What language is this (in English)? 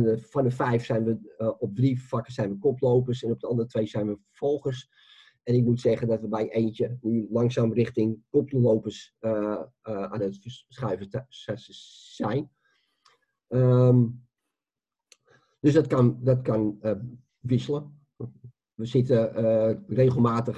Dutch